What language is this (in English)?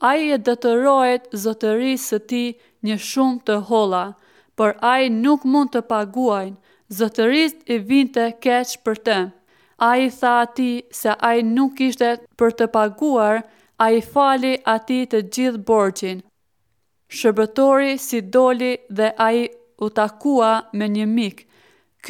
Albanian